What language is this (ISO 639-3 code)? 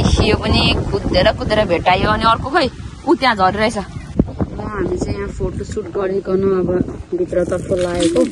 nep